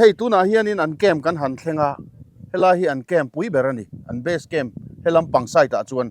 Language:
Mizo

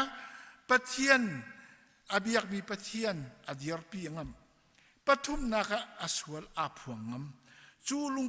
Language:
Hakha Chin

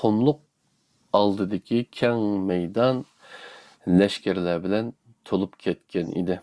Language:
Uyghur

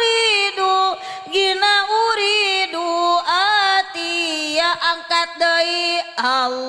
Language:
Sundanese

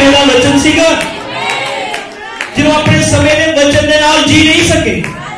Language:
Punjabi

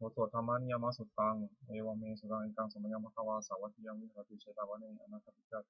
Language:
Pali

